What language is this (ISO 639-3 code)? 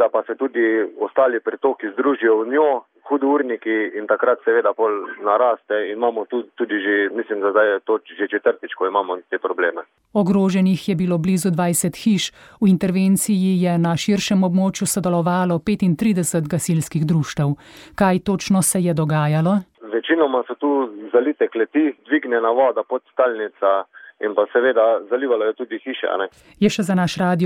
slv